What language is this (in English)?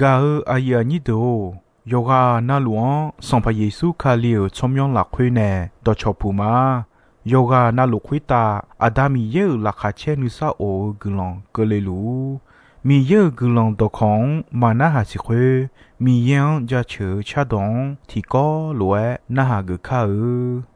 Akha